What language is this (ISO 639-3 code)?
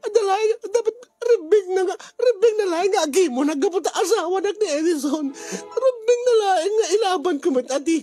ilo